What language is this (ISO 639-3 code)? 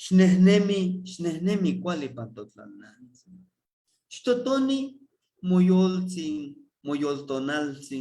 nhe